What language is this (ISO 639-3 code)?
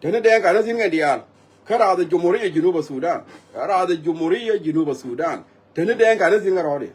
nus